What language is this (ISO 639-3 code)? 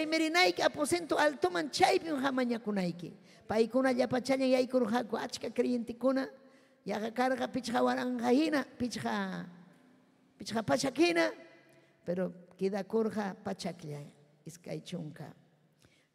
quy